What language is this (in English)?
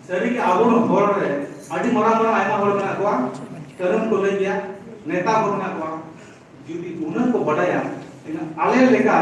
Santali